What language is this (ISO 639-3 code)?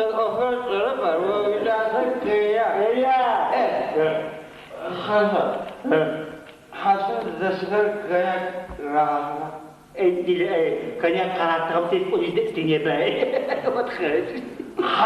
ady